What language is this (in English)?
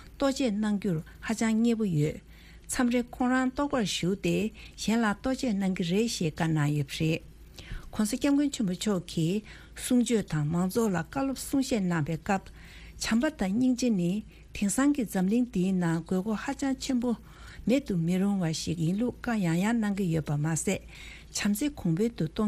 Tibetan